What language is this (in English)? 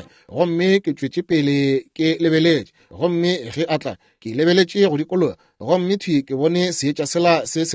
Northern Sotho